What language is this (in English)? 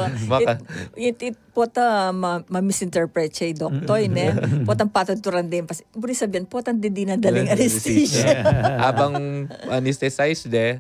Pampanga